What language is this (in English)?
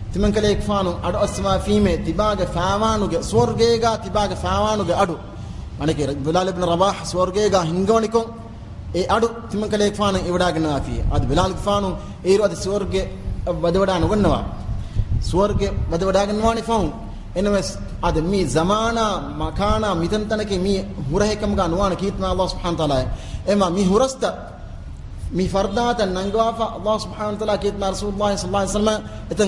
Divehi